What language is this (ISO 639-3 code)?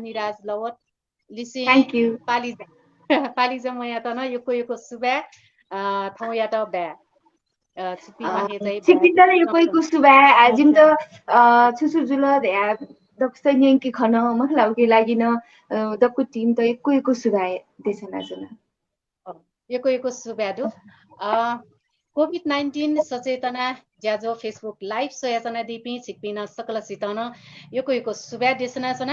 new